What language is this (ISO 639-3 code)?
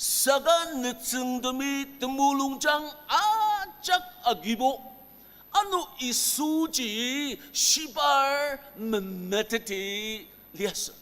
njo